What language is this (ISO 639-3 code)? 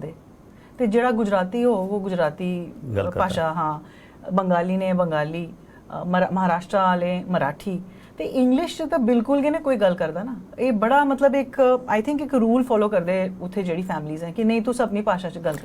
doi